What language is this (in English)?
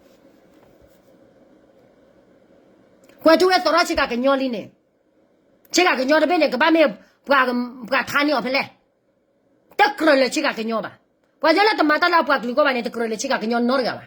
S'gaw Karen